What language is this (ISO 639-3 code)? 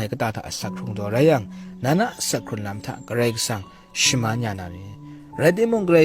kac